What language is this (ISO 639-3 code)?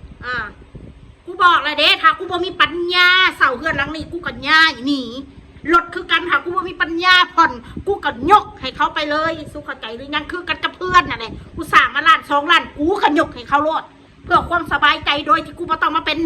tts